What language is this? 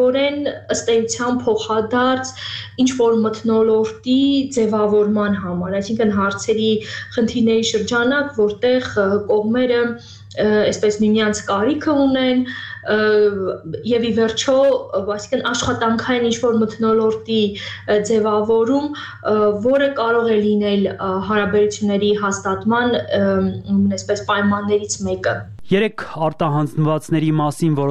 Armenian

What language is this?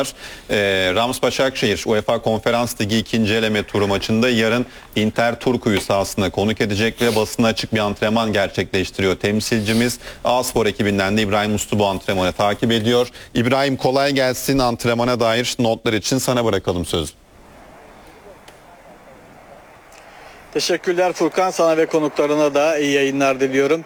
Turkish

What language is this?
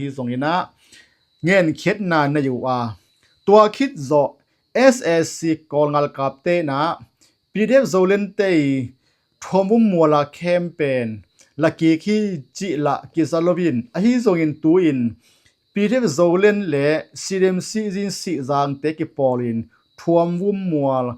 Tedim Chin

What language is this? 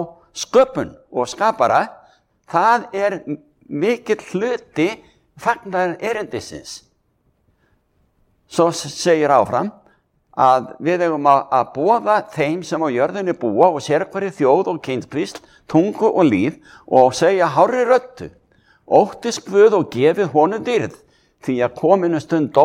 Icelandic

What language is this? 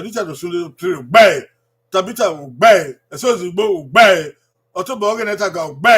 Bini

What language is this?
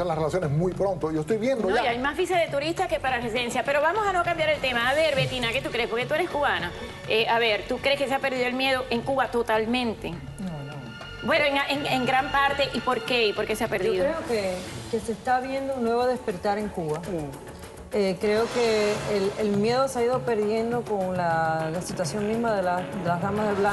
Spanish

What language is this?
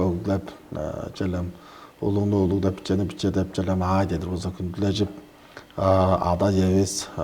Tuvinian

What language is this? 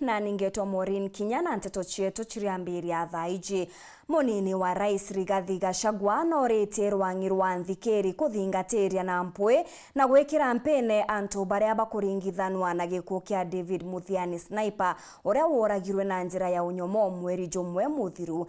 Meru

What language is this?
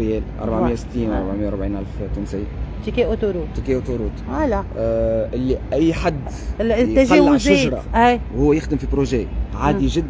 Tunisian Arabic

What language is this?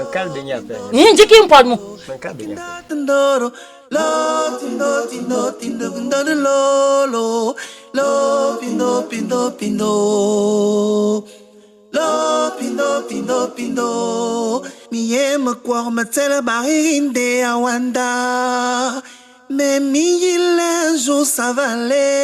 Basaa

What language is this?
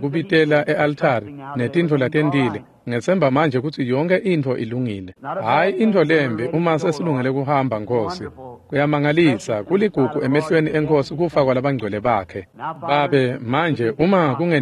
Swati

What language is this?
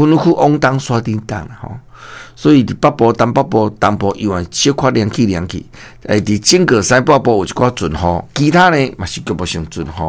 Min Nan Chinese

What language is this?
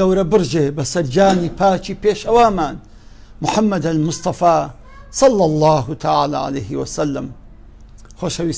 Central Kurdish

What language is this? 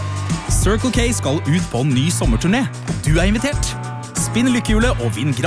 Norwegian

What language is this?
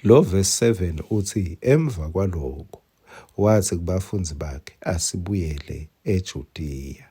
Swati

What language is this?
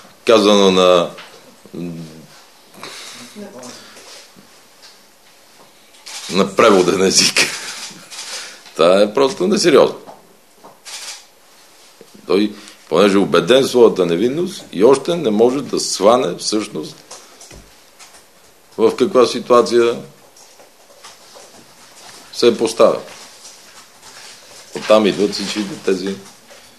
Bulgarian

